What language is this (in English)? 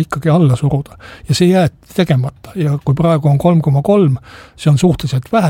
Estonian